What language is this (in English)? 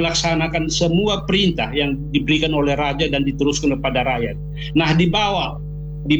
Indonesian